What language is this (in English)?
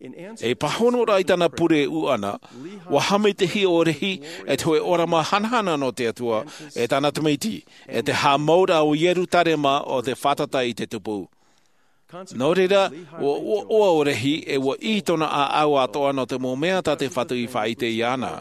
Tahitian